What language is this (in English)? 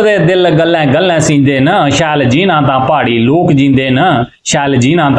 Dogri